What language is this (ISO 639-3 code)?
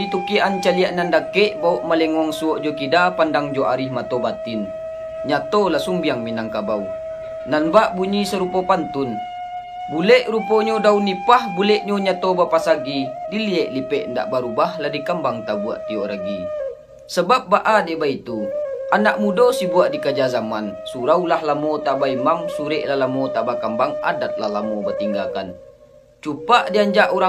min